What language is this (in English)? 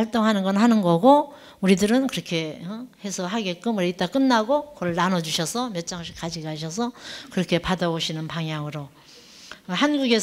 Korean